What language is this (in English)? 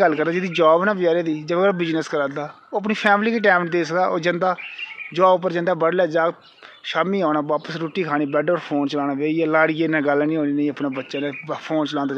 Dogri